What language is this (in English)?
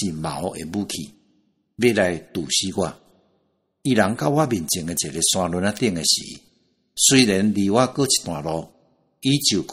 Min Nan Chinese